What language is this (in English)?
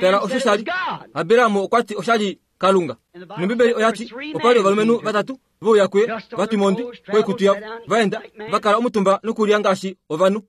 Kuanyama